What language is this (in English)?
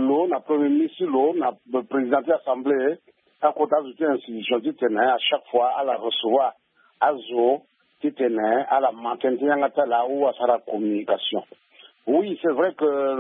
Sango